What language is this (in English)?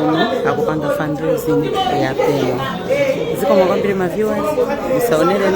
Nyanja